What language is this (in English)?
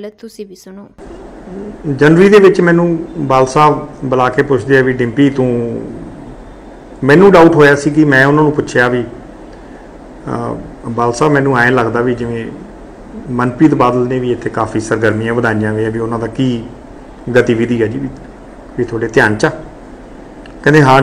Punjabi